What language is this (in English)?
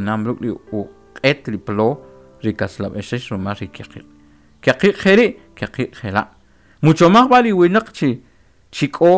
Kʼicheʼ